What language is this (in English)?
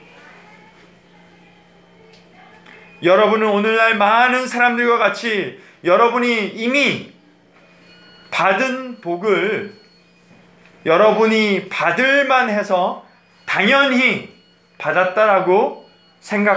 Korean